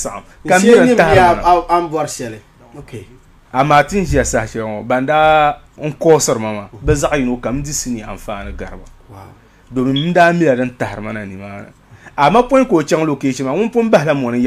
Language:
Dagbani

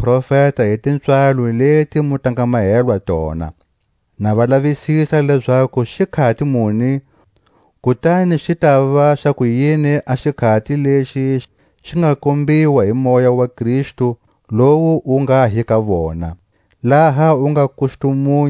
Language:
Tswa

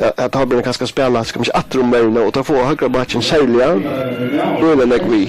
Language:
Faroese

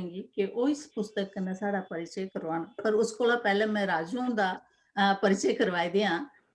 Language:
Dogri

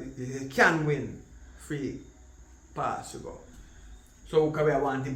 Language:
Jamaican Creole English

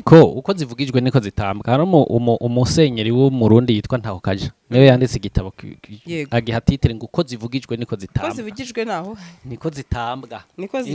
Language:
Rundi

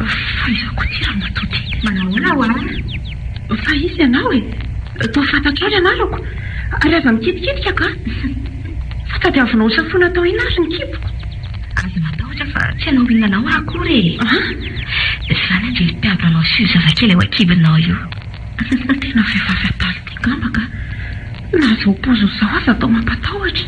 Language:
Malagasy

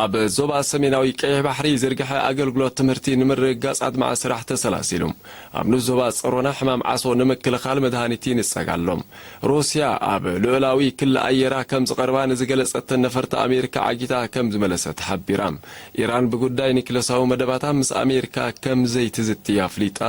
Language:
Tigrinya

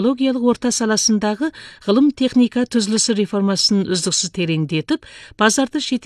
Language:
Kazakh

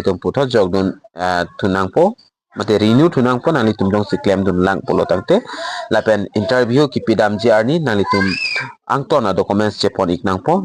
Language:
Karbi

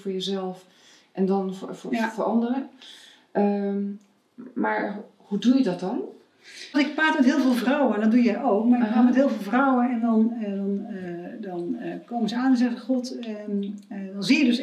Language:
Dutch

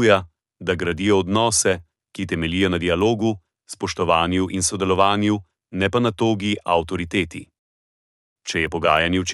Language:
Slovenian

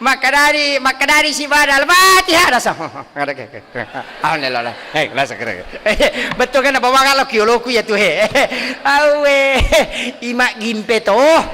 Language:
Buginese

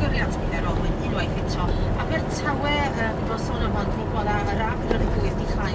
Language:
Welsh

